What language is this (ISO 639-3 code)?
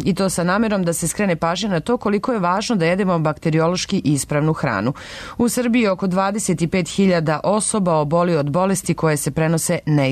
srp